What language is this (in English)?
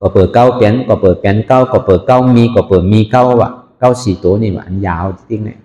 Shan